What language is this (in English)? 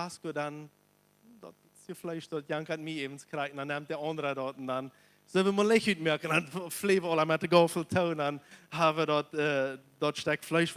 Plautdietsch